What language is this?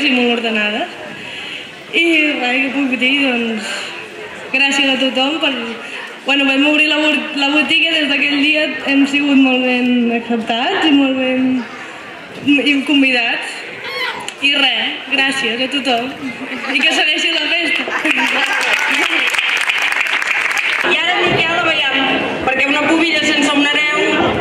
Catalan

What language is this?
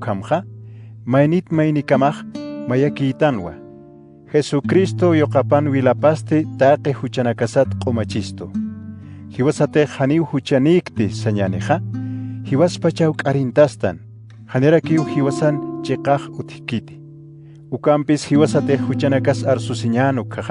Aymara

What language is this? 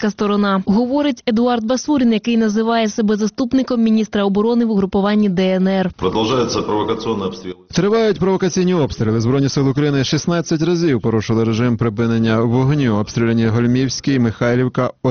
Ukrainian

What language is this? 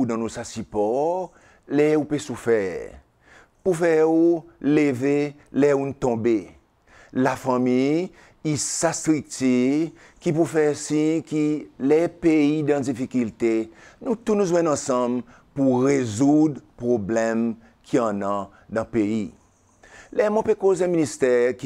Seselwa Creole French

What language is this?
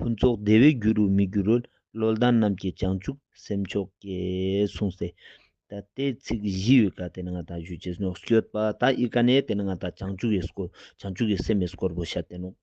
Ladakhi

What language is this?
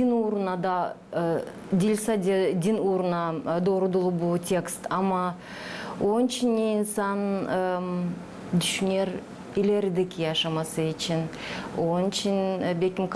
Gagauz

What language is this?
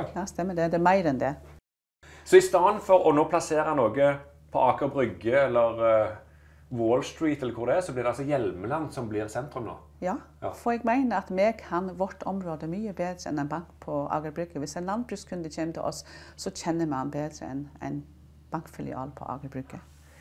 Norwegian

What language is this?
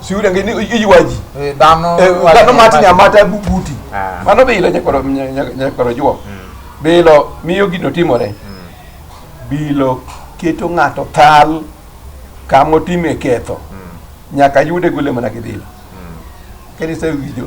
Luo (Kenya and Tanzania)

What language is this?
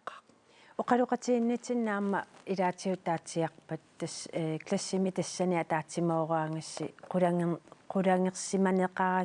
Kalaallisut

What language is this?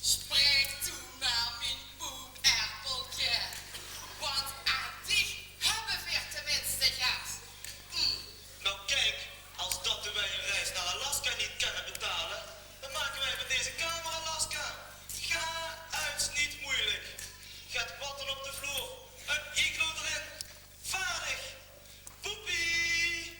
Limburgish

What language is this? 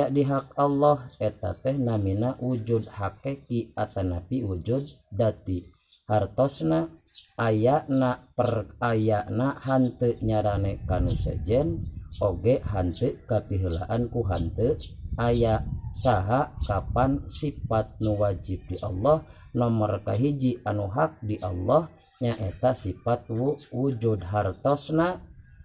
Sundanese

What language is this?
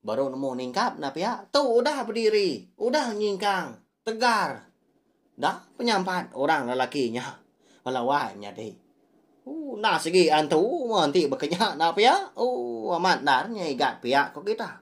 Iban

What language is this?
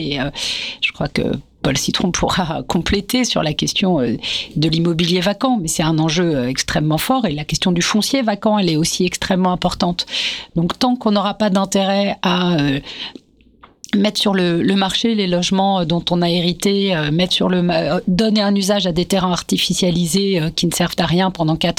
French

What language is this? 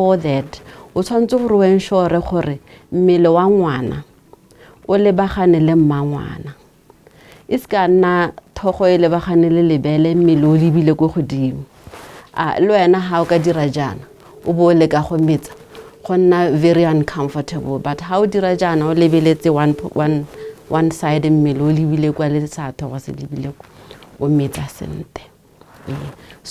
Tswana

